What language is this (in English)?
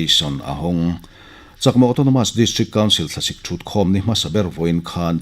Mizo